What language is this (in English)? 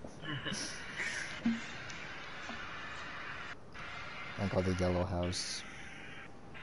English